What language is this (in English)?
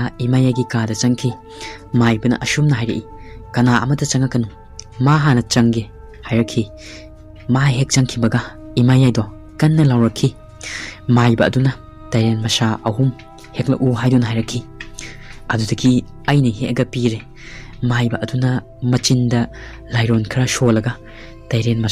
Manipuri